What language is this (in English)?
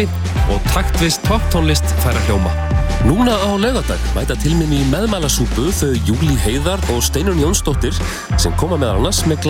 Icelandic